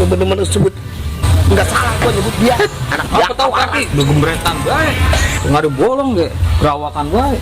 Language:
Betawi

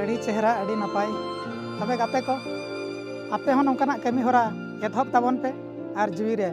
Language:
Santali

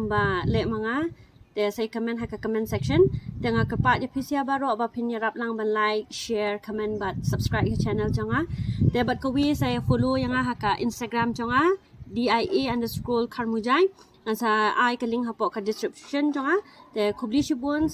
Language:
Khasi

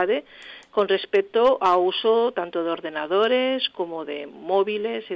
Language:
Galician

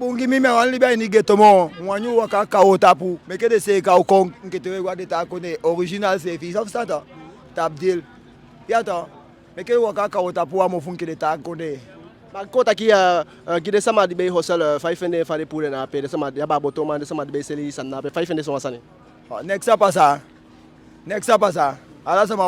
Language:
Eastern Maroon Creole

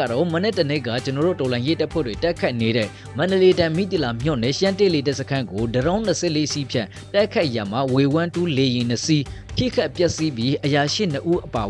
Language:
Burmese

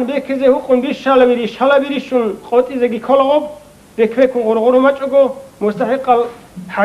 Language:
Avaric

